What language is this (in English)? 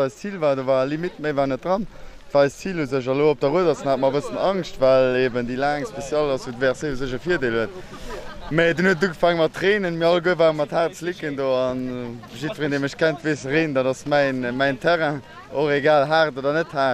Luxembourgish